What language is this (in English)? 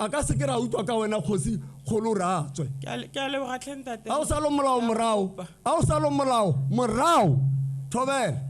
Tswana